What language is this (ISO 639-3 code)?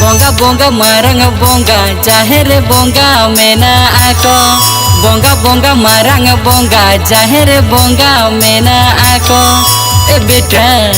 sat